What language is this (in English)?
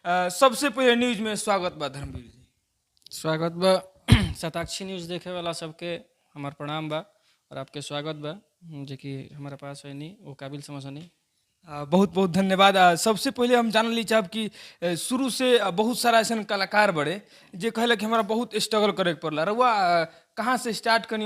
Bhojpuri